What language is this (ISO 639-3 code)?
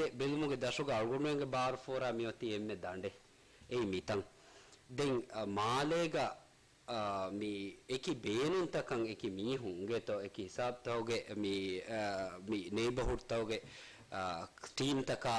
div